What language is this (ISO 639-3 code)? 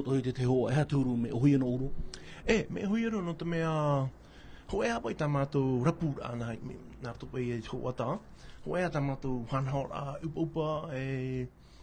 tah